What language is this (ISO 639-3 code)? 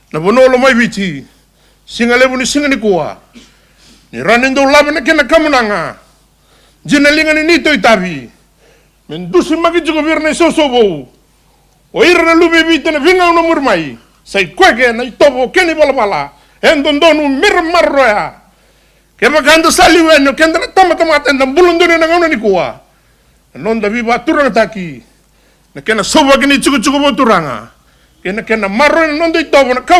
fij